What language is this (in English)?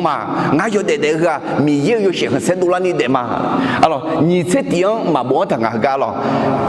Akha